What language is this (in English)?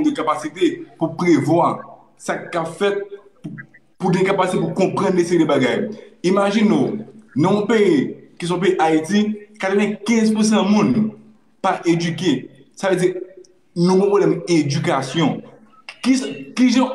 Haitian Creole